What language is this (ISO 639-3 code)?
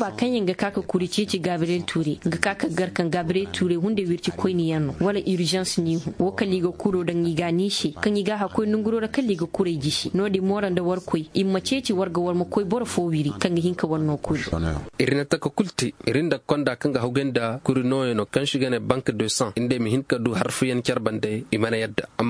ses